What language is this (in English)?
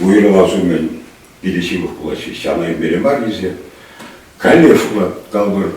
Chuvash